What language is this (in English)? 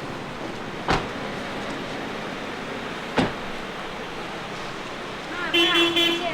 Hakka Chinese